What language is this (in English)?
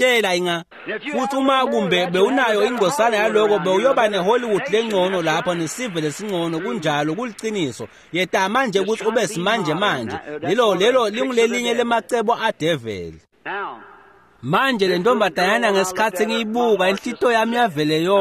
Swati